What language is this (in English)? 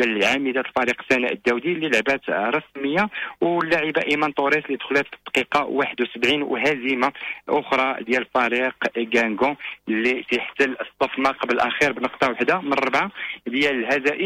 Moroccan Arabic